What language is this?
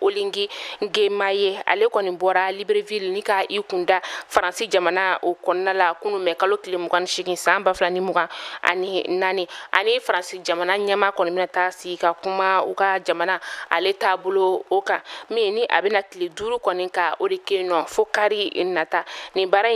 Bambara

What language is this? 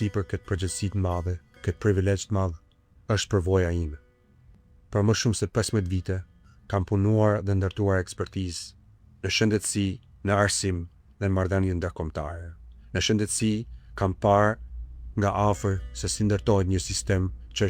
Albanian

